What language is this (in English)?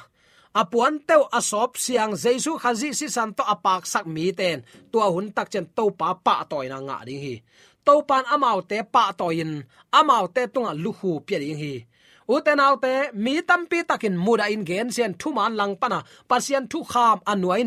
Tedim Chin